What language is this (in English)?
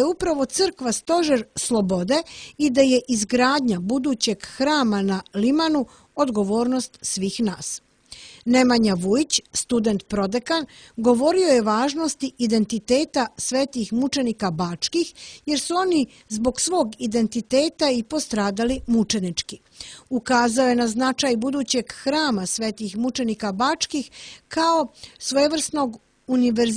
Serbian